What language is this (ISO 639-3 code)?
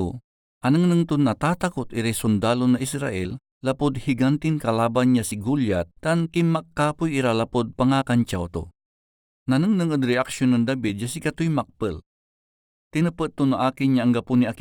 pag